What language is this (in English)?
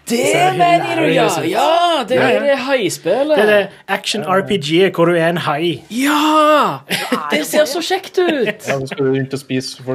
Norwegian